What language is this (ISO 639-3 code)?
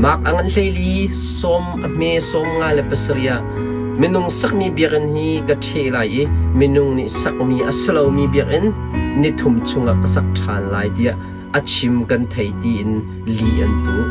cnh